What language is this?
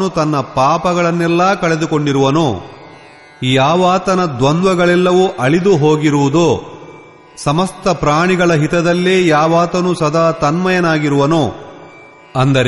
Kannada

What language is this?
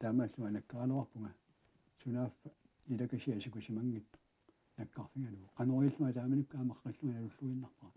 Kalaallisut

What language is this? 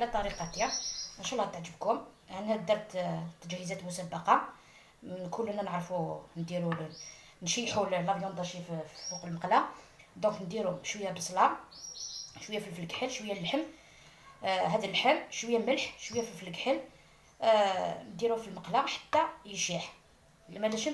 Algerian Arabic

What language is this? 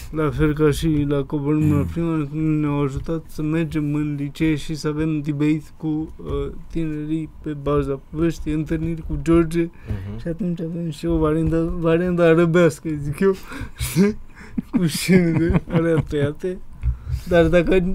Romanian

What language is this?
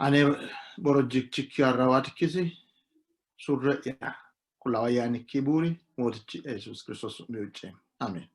Sidamo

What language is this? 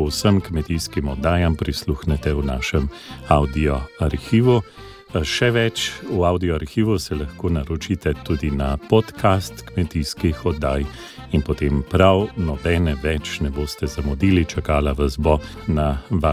Slovenian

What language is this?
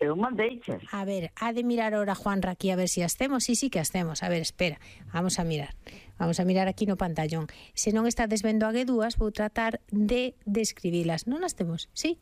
Galician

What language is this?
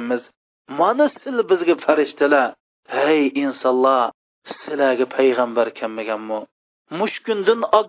Uyghur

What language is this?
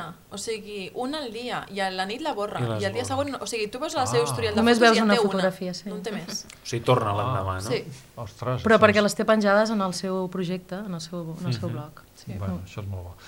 Catalan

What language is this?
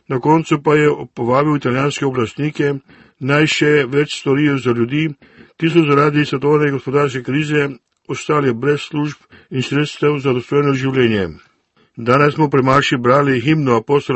Slovenian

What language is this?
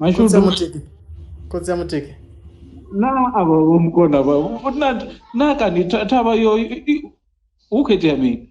Venda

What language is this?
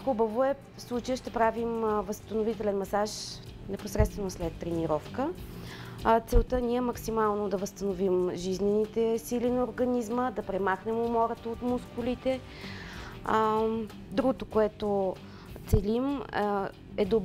Bulgarian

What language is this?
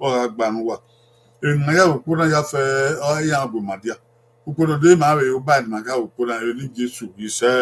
Bini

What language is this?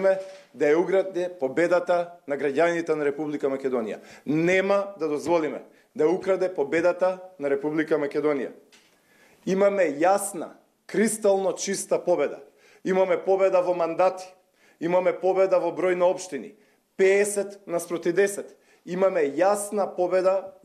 Macedonian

